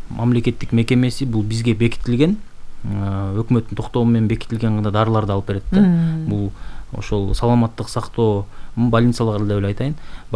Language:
Kyrgyz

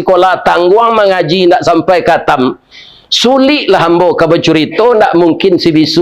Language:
Minangkabau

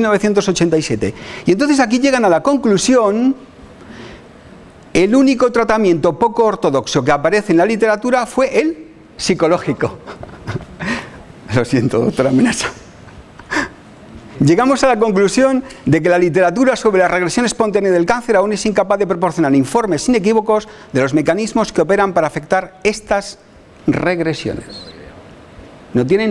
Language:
Spanish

